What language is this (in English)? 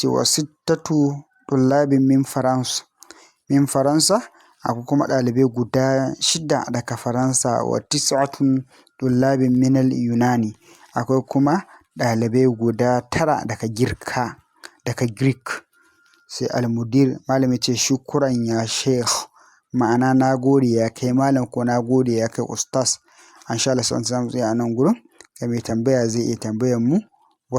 Hausa